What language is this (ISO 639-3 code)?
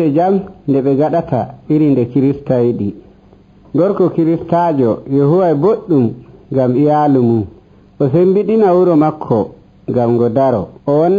fuv